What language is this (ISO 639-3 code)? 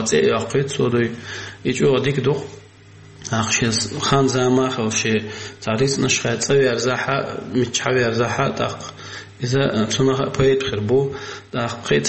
che